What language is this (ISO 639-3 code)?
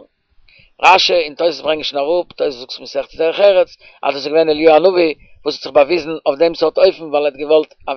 yid